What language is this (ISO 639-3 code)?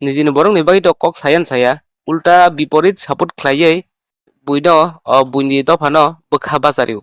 trp